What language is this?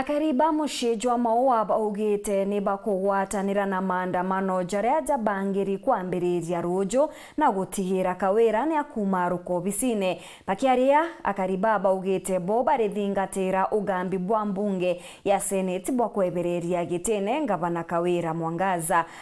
Meru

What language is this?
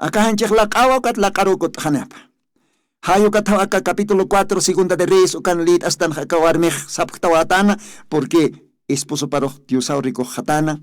Aymara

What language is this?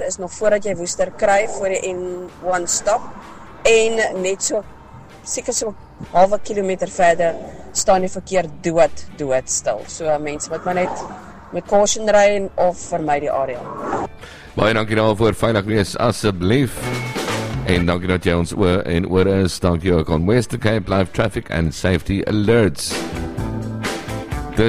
Afrikaans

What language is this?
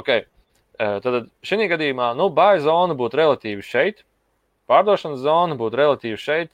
Latvian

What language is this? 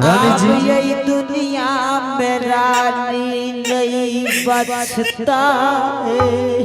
Angika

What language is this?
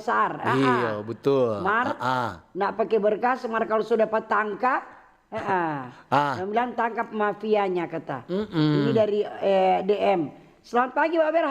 Manado Malay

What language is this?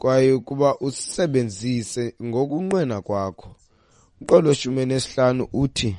Xhosa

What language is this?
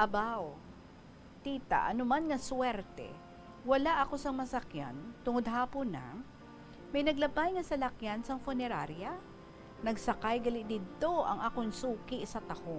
Hiligaynon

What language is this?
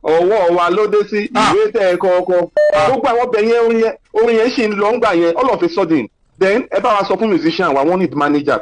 Yoruba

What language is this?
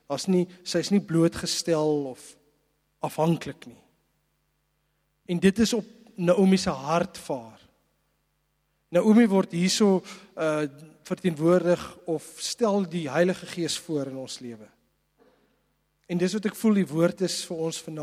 Afrikaans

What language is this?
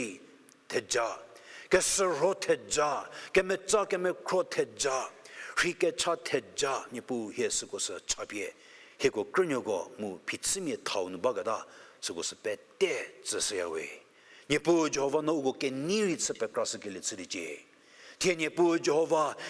Angami Naga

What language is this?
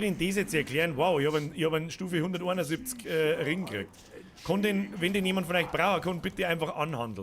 Bavarian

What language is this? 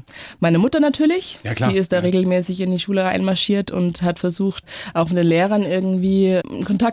German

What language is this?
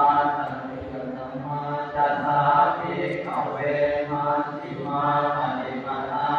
Pali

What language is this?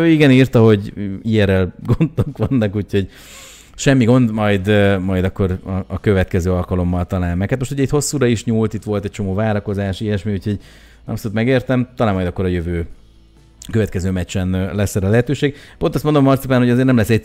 Hungarian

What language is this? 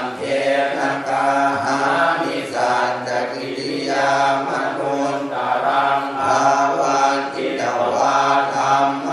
Pali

